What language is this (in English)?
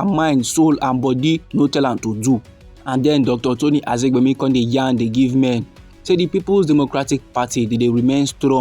Nigerian Pidgin